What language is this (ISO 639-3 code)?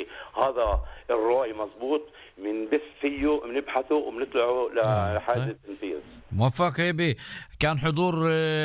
apc